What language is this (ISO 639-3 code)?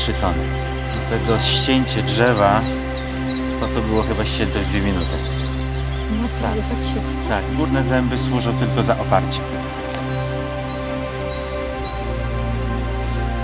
pol